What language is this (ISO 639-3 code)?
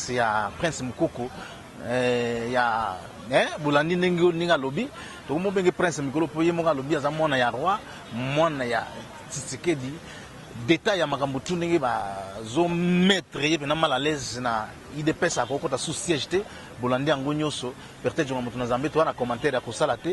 lin